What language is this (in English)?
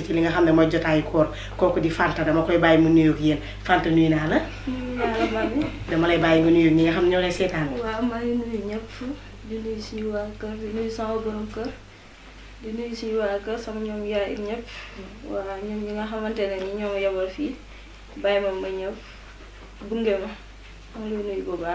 Wolof